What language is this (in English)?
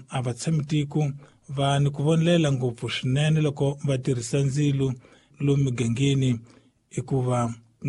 Tsonga